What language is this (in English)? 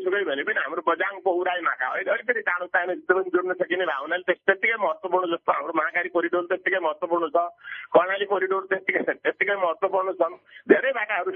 Nepali